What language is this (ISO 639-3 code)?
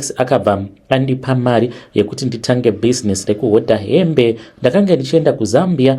sna